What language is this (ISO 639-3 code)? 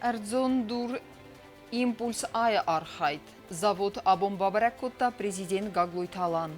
oss